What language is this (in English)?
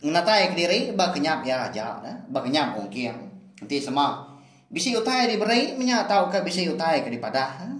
Iban